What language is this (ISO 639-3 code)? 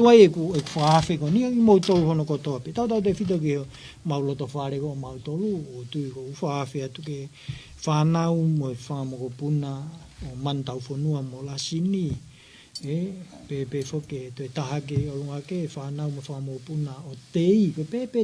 ton